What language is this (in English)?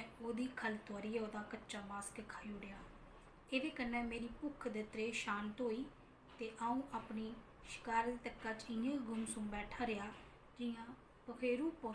Dogri